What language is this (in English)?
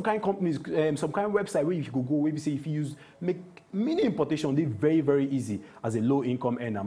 Nigerian Pidgin